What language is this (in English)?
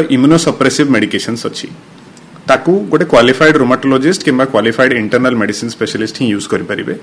Odia